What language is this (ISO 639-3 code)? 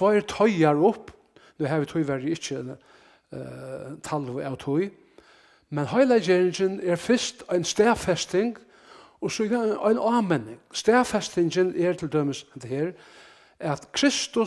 fao